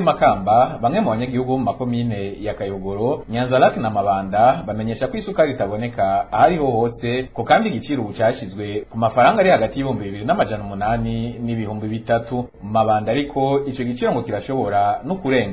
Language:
Rundi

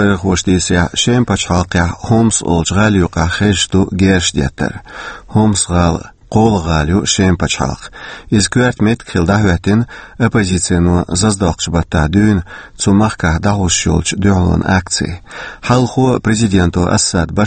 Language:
Chechen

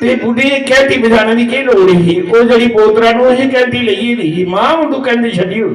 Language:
Dogri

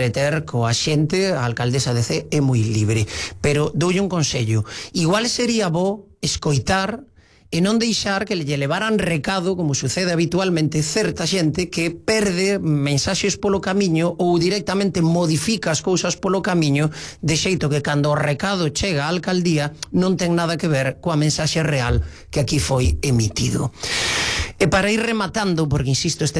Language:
Galician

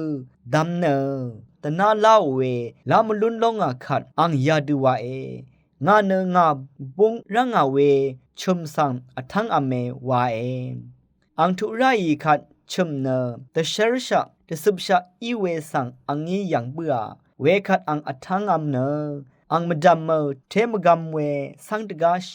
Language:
Rawang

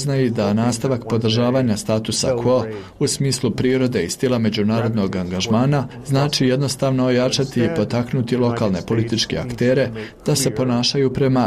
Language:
Croatian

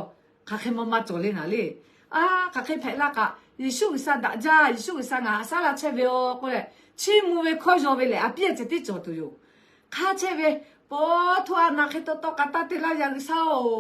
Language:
Lahu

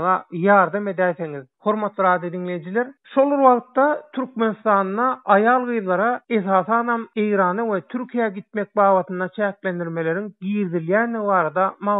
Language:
Turkmen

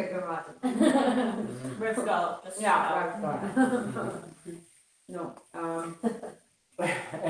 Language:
Irish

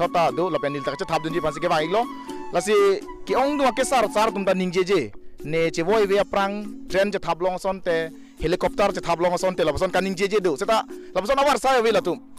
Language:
Karbi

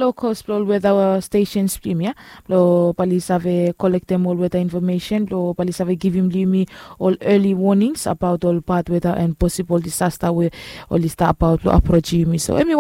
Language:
Bislama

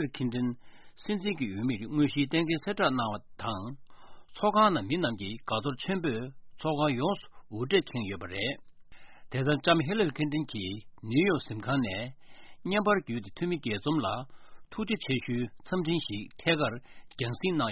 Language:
Tibetan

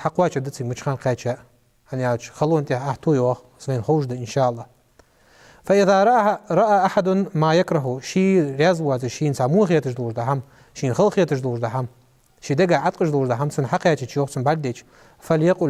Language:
Ingush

